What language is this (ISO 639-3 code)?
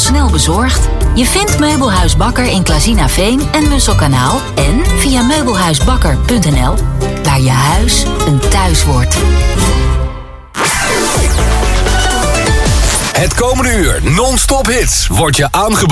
nld